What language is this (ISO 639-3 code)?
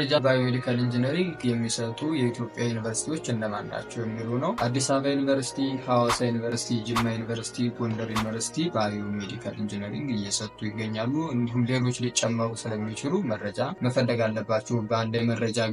amh